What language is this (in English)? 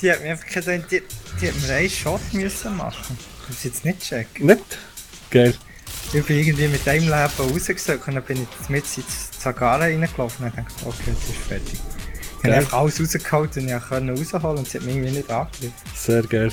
Swiss German